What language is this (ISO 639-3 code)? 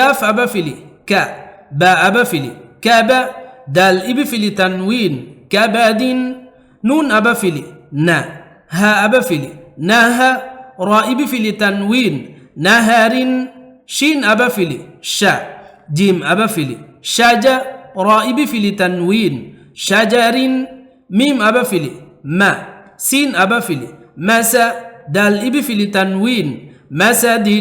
div